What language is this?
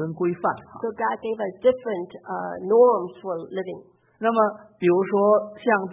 Chinese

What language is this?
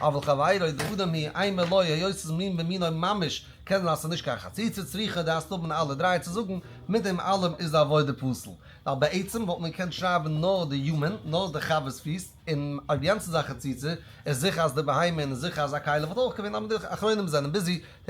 Yiddish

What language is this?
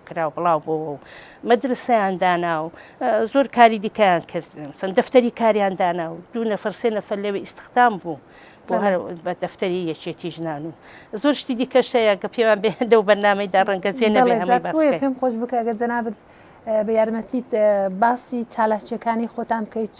Central Kurdish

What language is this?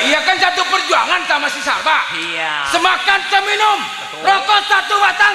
Betawi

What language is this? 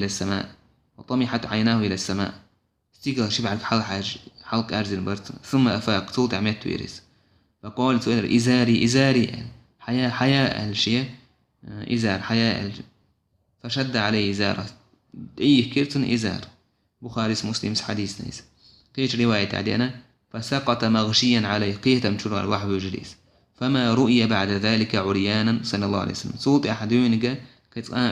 Chechen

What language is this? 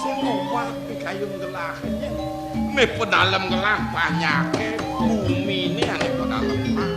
Balinese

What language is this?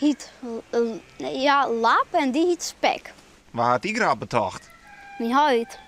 Western Frisian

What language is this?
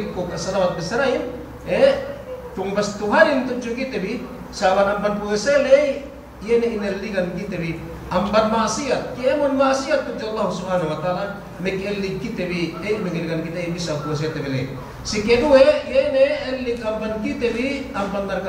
Yakan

